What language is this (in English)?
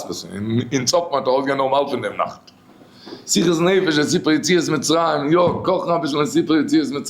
Yiddish